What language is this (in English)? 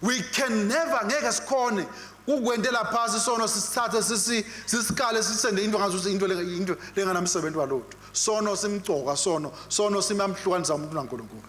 Swati